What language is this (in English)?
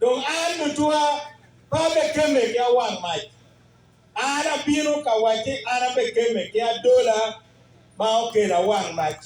Acoli